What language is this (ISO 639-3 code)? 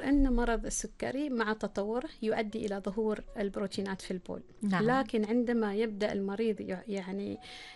ara